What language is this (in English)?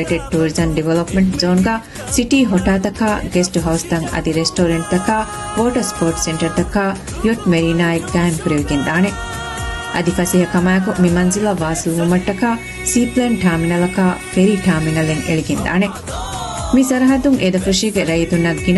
Divehi